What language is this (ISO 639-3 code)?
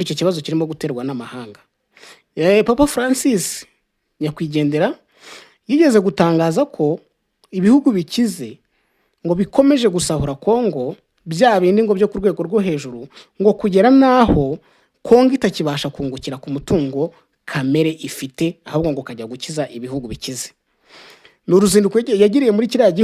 kin